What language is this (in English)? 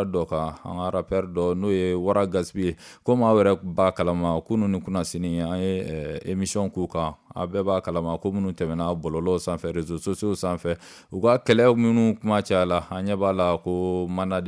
Bambara